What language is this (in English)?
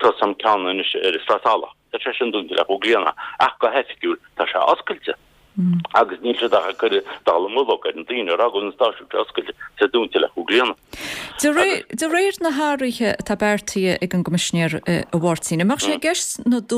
Irish